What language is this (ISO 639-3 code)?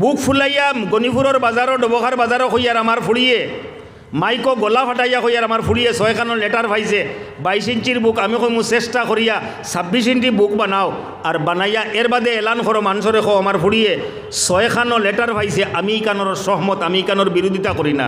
syl